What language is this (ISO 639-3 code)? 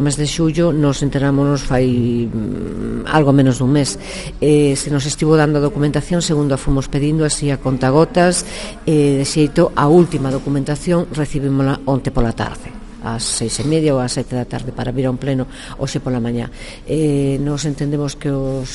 glg